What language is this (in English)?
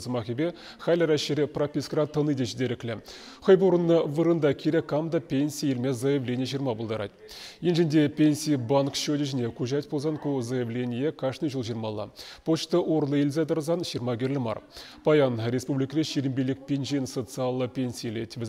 Chuvash